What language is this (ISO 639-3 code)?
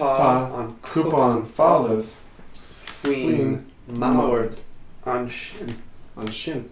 gle